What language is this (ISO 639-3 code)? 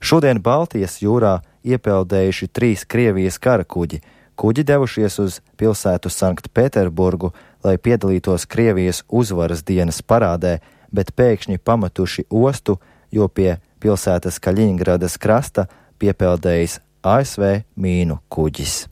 lav